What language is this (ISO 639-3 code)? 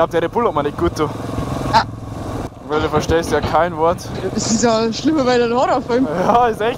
bar